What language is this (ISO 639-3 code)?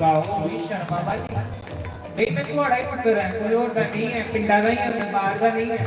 doi